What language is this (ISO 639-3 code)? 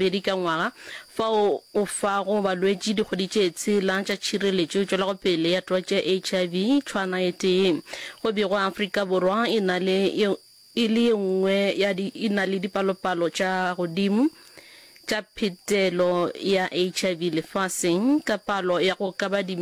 nso